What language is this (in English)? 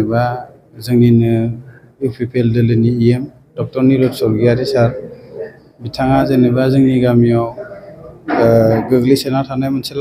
Bodo